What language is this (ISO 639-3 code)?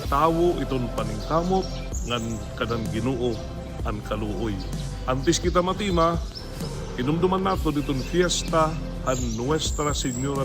war